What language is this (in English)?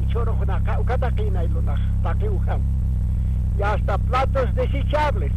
Aymara